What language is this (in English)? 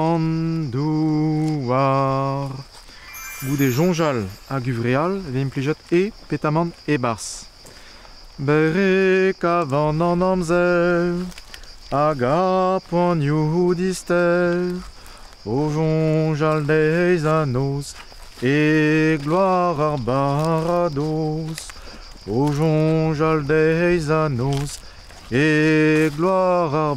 Breton